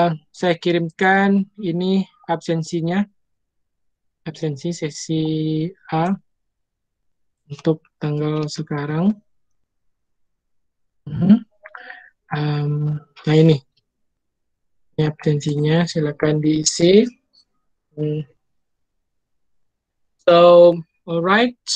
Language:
Indonesian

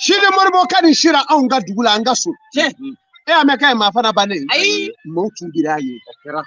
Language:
Bambara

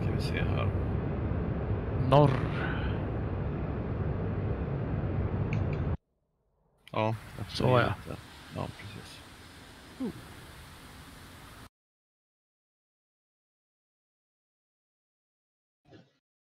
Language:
Swedish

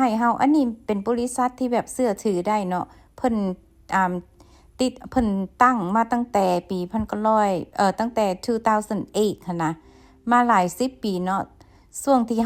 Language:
Lao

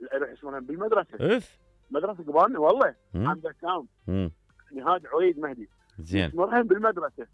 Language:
Mesopotamian Arabic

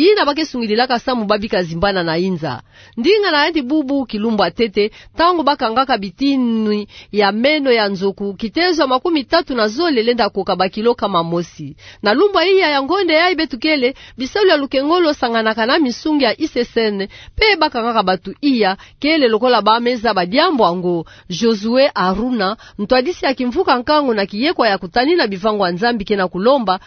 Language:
Kituba (Democratic Republic of Congo)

